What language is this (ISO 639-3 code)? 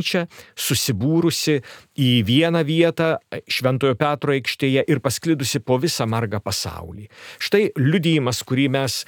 lit